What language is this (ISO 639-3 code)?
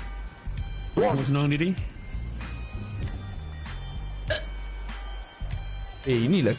msa